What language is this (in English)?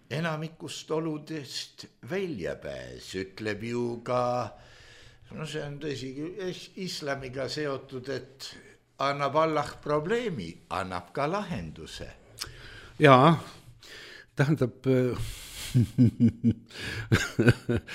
Estonian